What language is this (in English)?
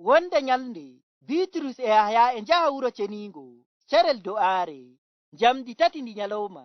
Nigerian Fulfulde